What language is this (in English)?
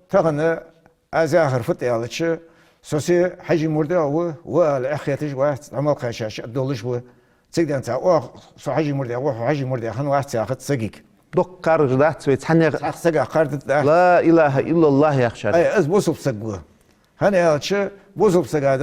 Ingush